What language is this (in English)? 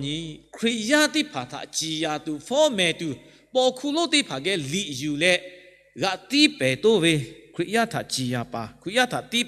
Lahu